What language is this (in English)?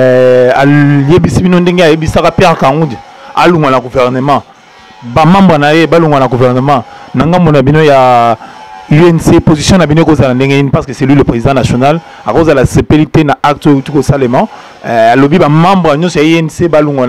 Lingala